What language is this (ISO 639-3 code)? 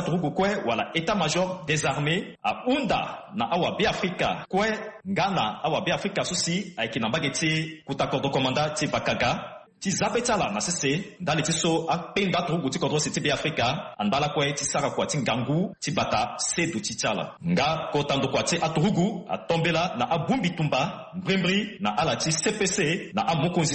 sag